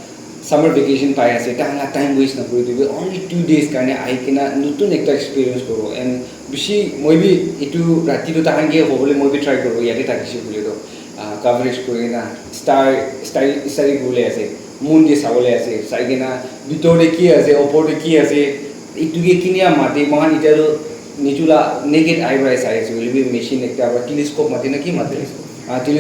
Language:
Naga Pidgin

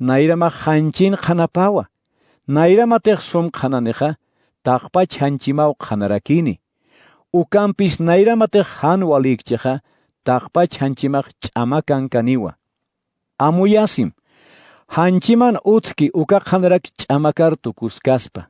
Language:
Aymara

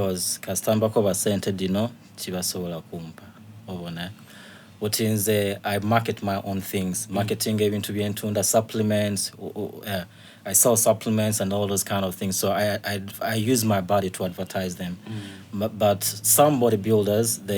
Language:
Soga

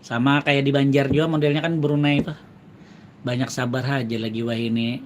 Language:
Banjar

